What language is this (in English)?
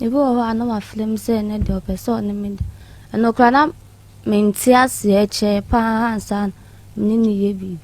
Akan